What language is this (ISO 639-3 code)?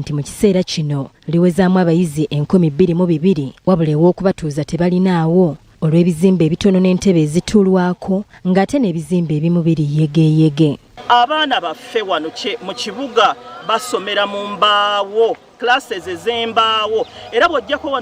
lug